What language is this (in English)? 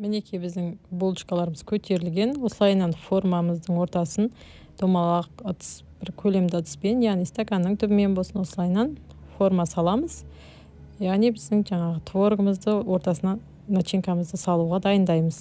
Kazakh